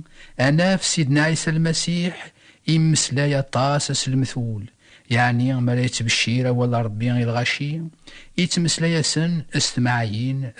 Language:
Kabyle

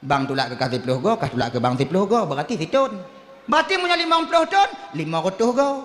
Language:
Achinese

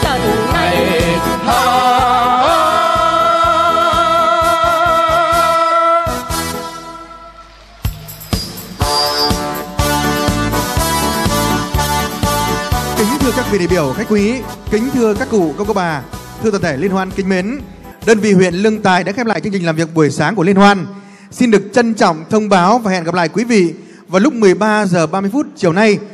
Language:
Vietnamese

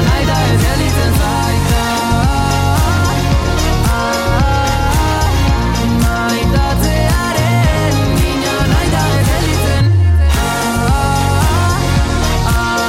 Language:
Basque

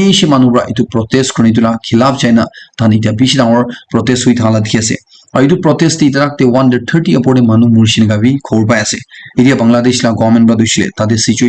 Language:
Naga Pidgin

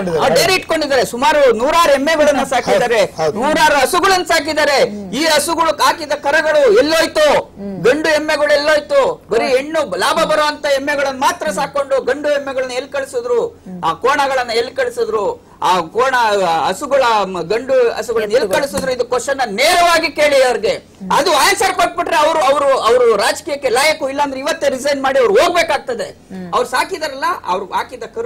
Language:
Kannada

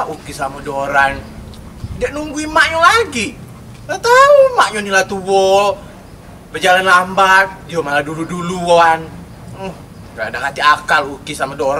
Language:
Musi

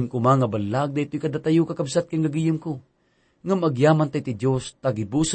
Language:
Iloko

